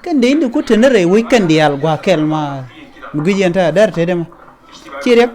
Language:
Nuer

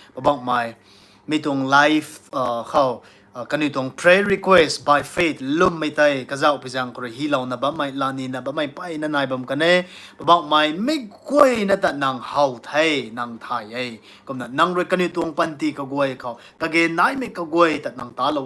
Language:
Rongmei Naga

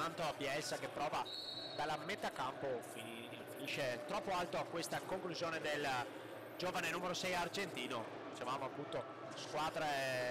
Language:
Italian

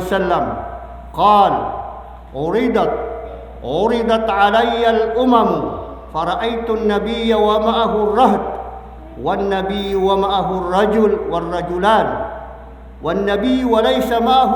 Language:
Maranao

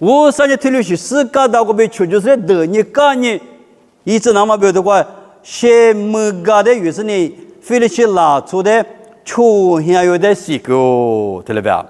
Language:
Lisu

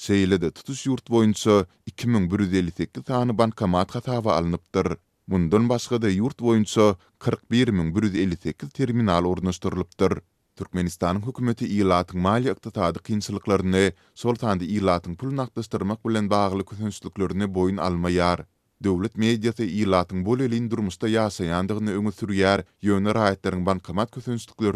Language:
Turkmen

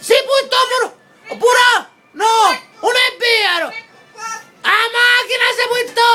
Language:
Sicilian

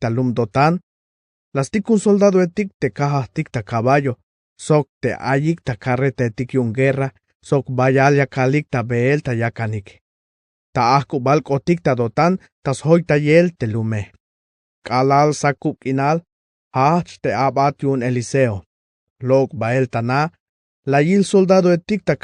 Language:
Tzeltal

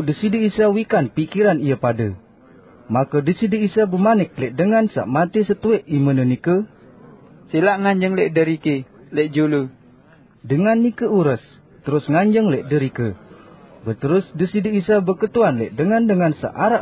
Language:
Sasak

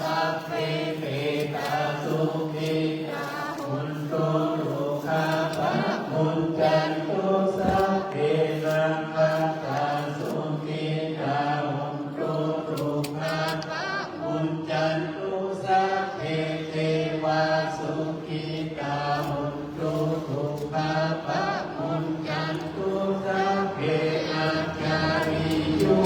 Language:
Pali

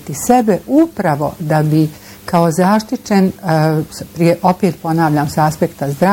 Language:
Bosnian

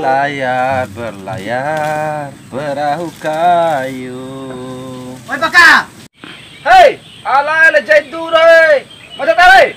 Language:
Bima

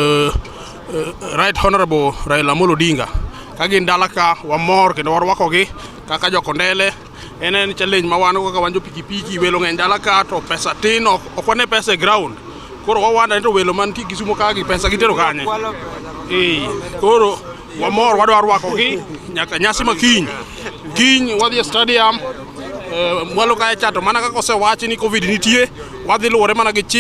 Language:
Luo (Kenya and Tanzania)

